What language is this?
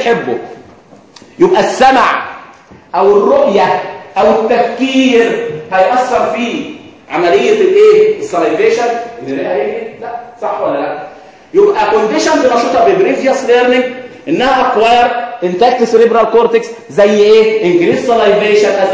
Egyptian Arabic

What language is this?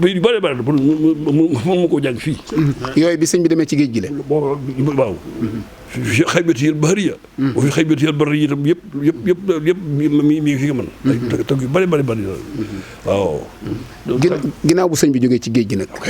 Wolof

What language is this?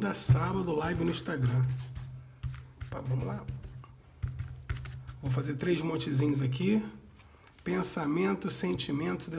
Portuguese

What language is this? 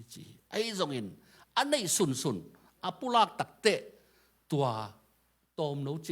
Tedim Chin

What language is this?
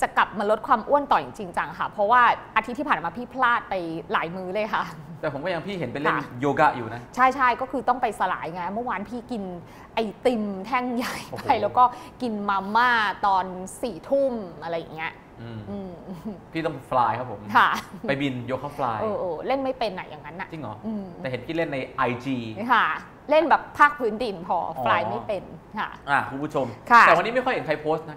Thai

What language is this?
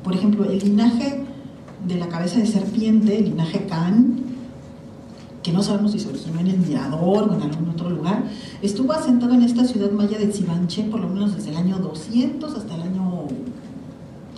Spanish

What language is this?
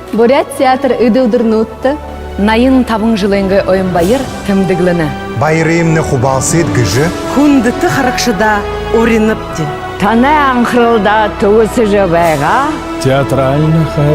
Buriat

